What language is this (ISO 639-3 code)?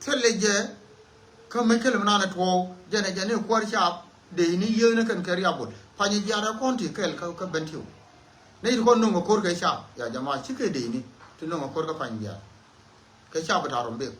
nus